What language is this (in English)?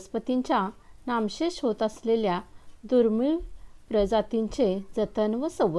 Marathi